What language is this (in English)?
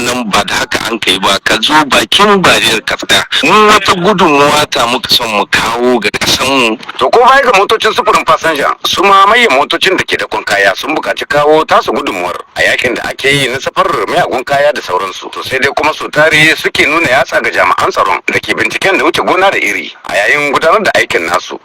Hausa